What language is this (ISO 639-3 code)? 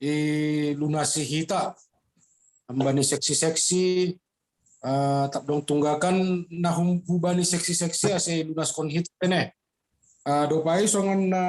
bts